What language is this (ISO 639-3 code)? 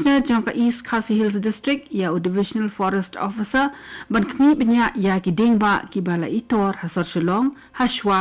kha